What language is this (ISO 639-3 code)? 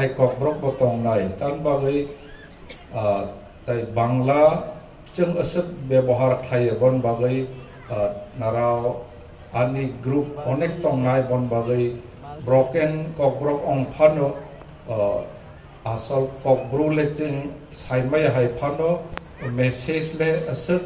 ria